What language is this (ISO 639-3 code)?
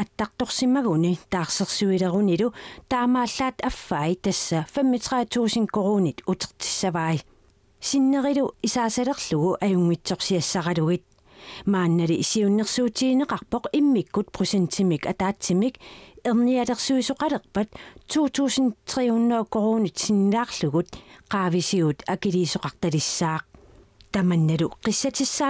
kal